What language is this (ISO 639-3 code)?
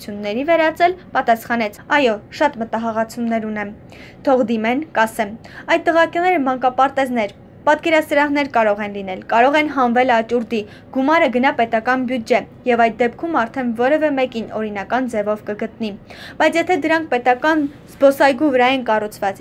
hye